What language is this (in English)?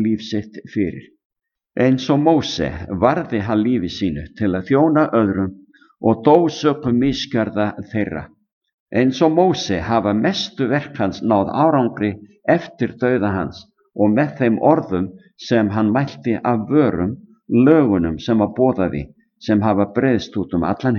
Icelandic